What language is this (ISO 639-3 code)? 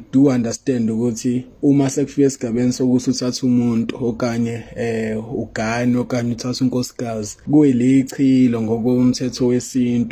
zul